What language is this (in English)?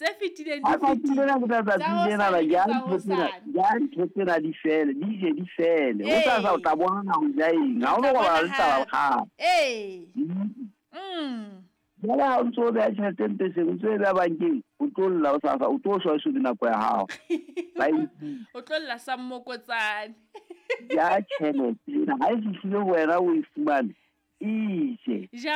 Southern Sotho